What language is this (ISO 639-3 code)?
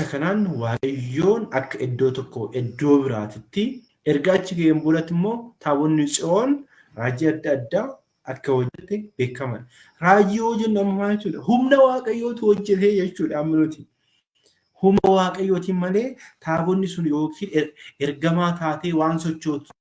orm